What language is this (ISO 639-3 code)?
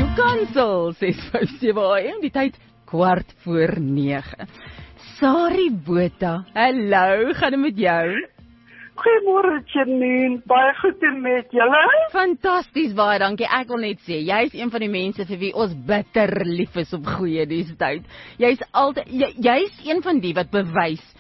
afr